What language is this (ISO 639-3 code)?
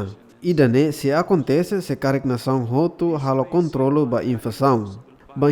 tet